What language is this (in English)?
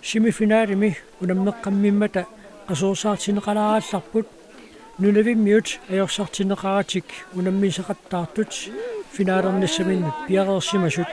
Kalaallisut